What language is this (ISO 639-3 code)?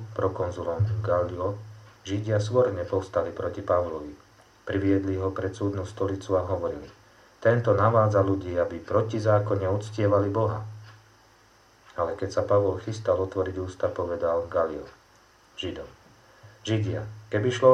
slk